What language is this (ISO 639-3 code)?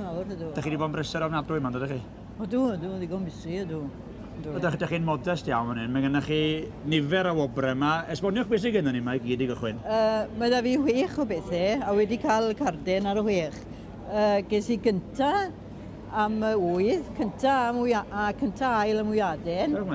cym